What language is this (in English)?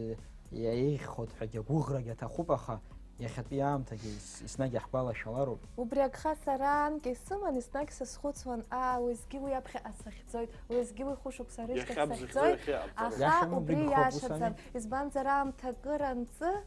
Abkhazian